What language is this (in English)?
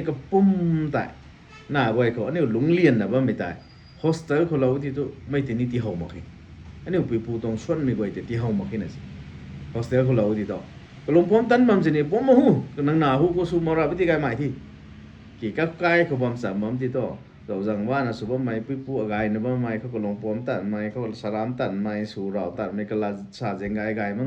Rongmei Naga